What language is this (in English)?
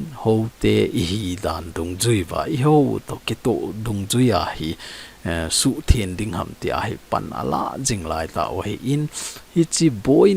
Thado Chin